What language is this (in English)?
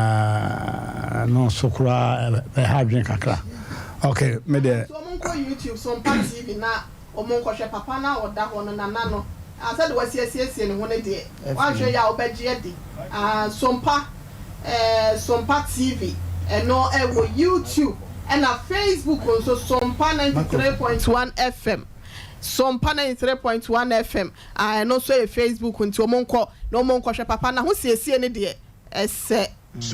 Akan